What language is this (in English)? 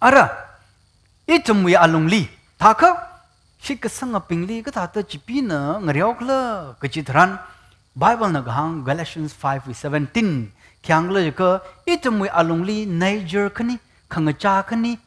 Tangkhul Naga (India)